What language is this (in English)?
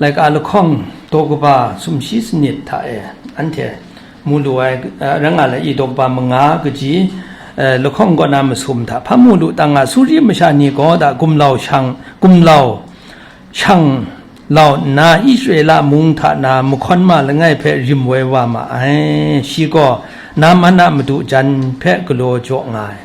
Kachin